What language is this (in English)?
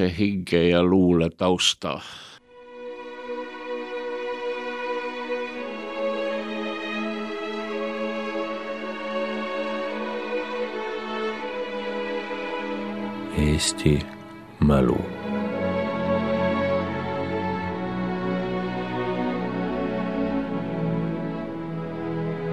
Estonian